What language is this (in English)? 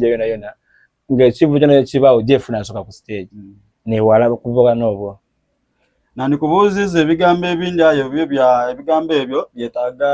Soga